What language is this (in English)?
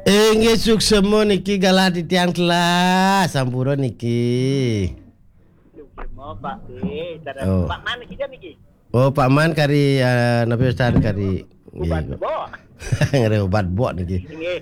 Balinese